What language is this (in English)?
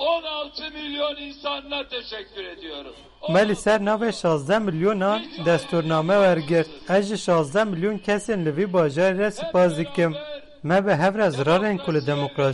Kurdish